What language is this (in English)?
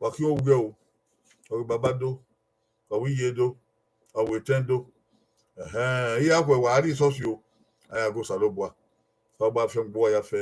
Bini